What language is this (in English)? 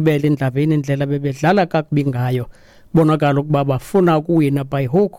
Xhosa